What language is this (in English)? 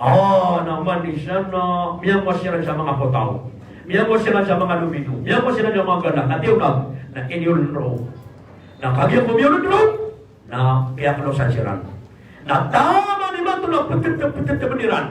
Maranao